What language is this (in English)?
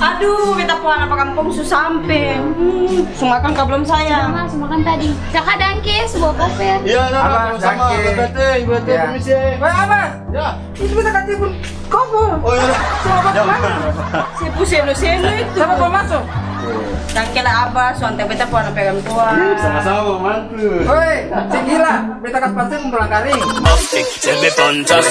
Ambonese Malay